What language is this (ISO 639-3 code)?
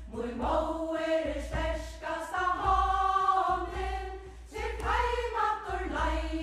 fao